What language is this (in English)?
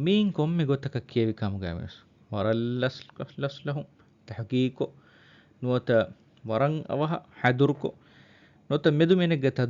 Divehi